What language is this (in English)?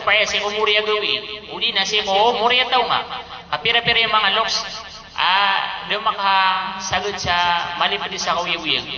Maranao